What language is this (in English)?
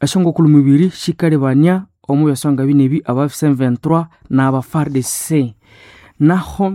Nande